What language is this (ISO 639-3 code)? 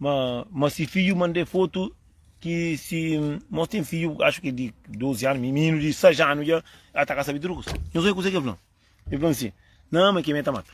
kea